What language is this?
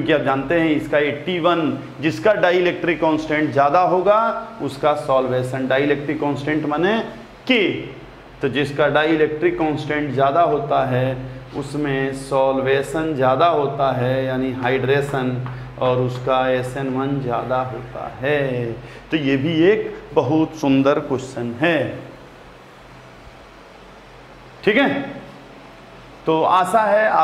Hindi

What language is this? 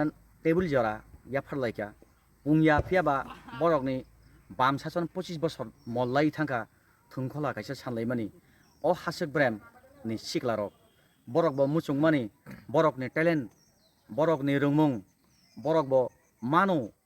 Kok Borok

